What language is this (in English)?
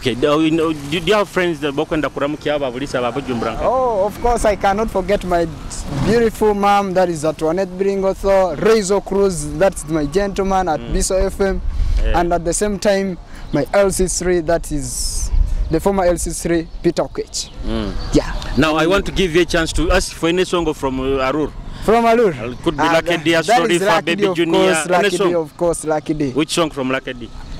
Nyoro